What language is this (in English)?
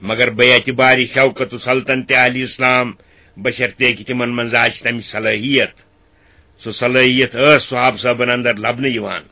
Kashmiri